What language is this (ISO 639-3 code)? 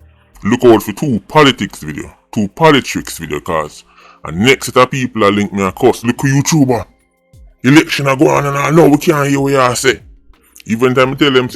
jam